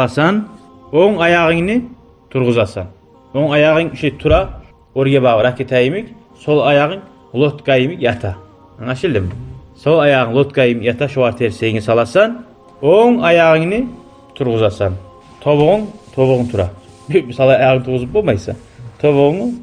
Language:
Kumyk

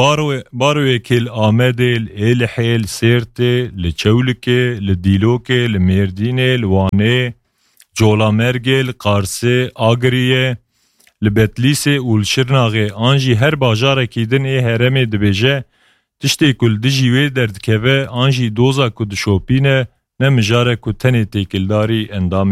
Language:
Kurdish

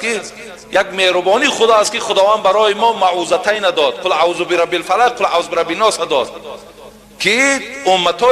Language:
Tajik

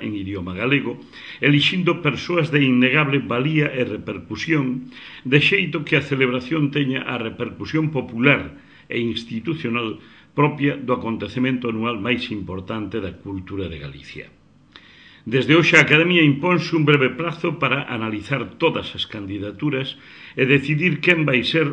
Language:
Galician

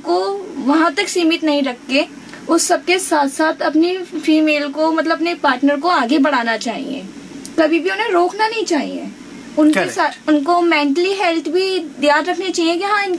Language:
Hindi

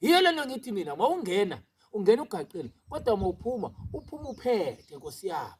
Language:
Zulu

